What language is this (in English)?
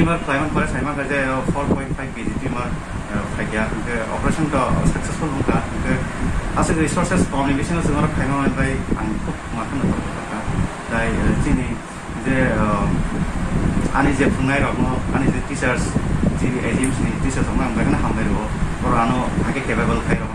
Kok Borok